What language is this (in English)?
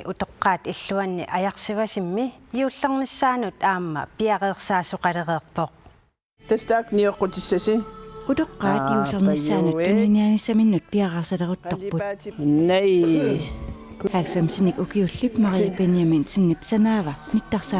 Kalaallisut